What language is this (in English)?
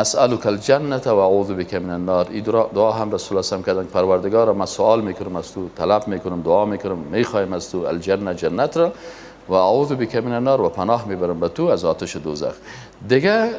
Persian